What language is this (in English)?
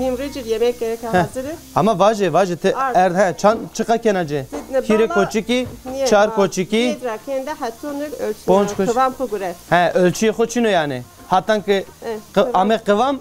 Zaza